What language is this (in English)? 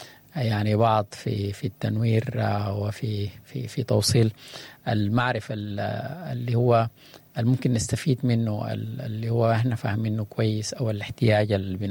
Sudanese Arabic